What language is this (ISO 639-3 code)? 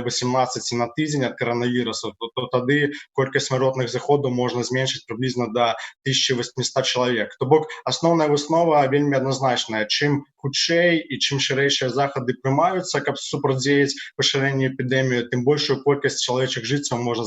bel